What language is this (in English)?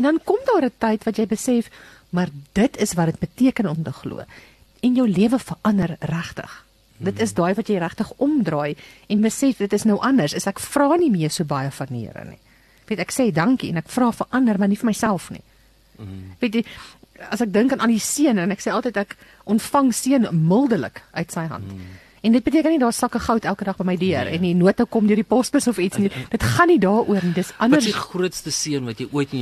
Afrikaans